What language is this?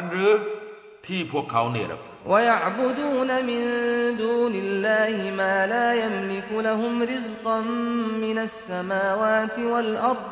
Thai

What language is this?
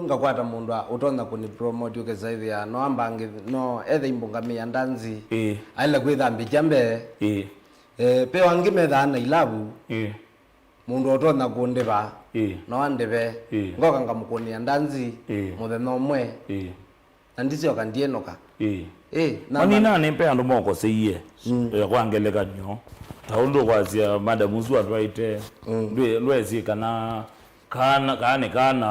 Kamba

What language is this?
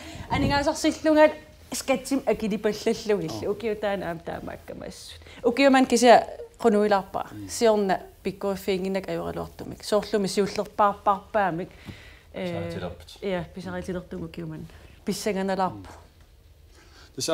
Kalaallisut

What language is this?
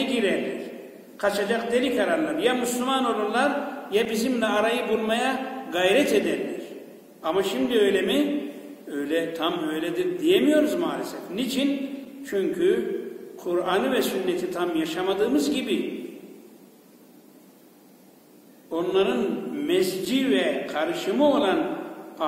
Turkish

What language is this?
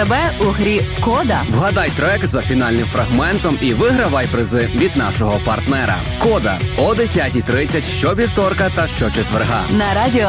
Ukrainian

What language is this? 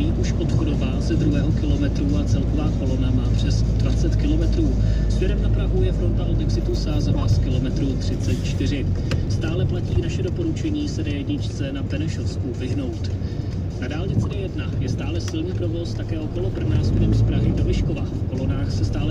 Czech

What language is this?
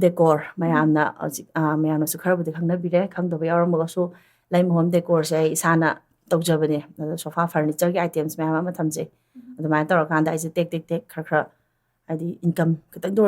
Manipuri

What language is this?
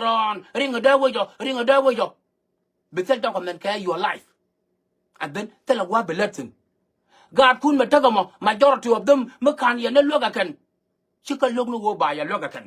Nuer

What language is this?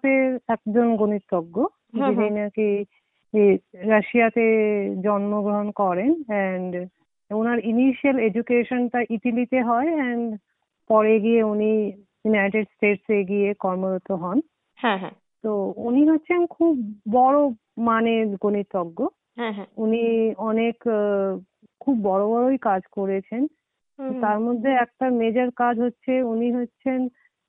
Bangla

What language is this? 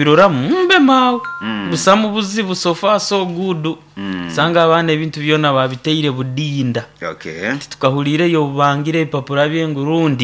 Nyoro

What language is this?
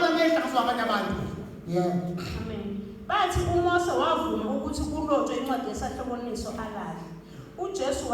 Zulu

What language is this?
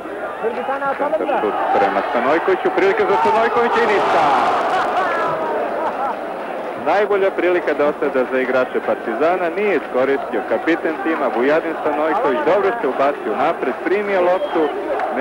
Serbian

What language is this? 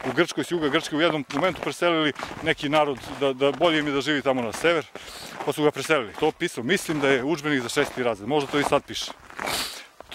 Serbian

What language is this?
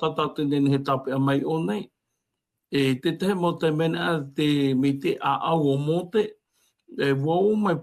Tahitian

